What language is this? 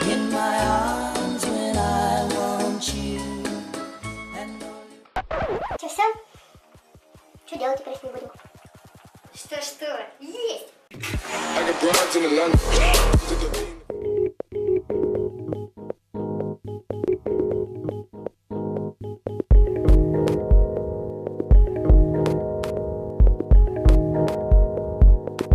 Russian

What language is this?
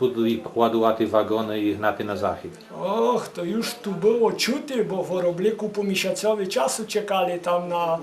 Rusyn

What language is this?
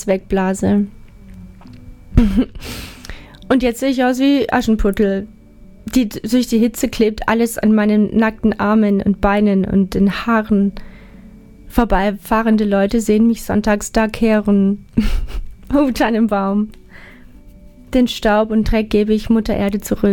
German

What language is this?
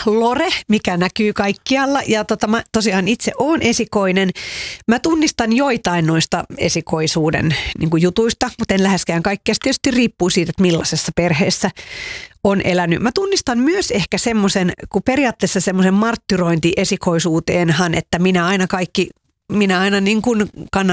Finnish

